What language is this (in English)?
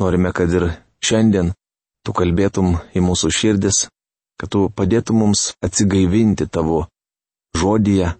Lithuanian